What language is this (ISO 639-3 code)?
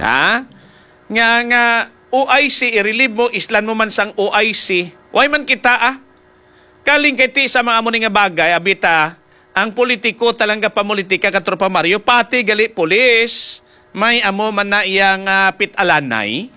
hil